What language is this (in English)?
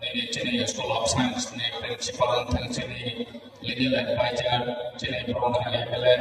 Kok Borok